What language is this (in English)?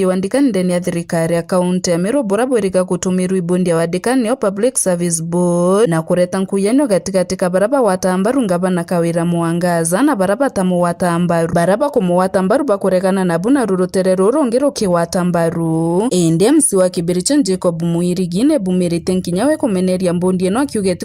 Meru